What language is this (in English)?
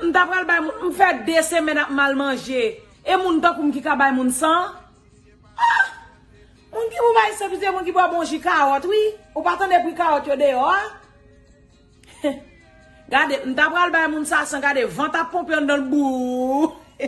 Haitian Creole